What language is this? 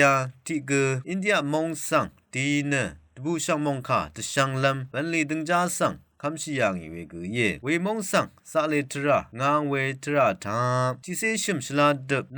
Rawang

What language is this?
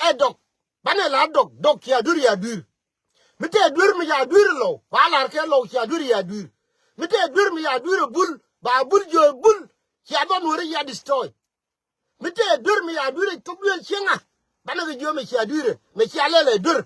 Nuer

